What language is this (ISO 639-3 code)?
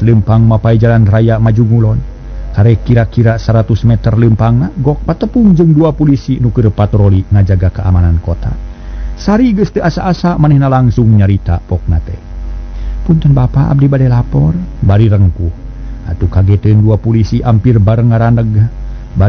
sun